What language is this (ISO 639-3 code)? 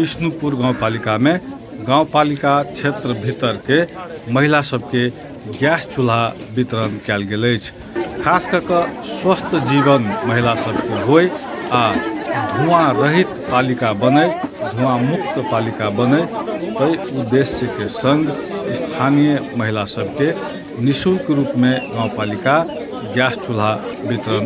mai